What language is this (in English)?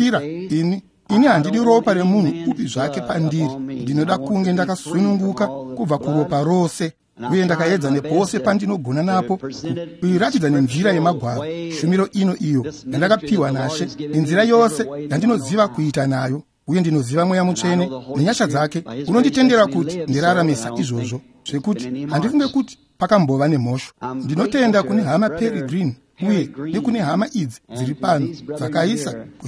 Shona